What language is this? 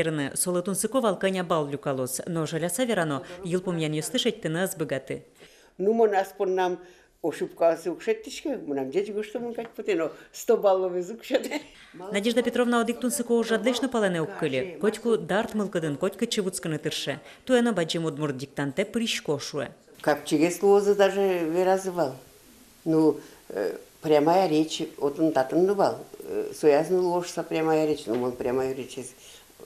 Udmurt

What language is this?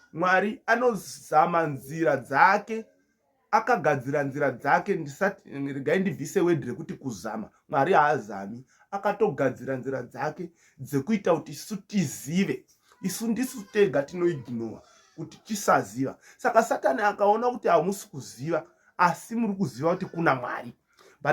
Shona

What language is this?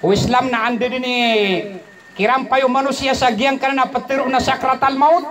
Maranao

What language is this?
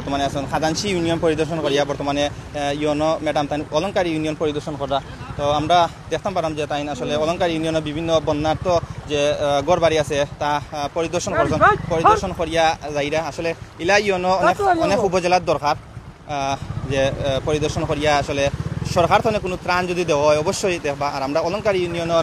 Sylheti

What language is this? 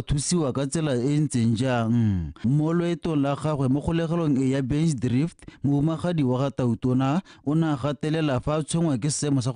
Tswana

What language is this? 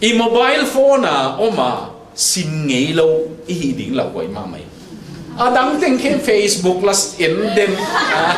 Tedim Chin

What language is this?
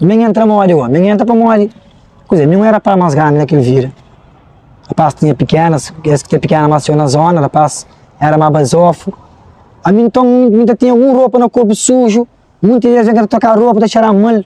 Kabuverdianu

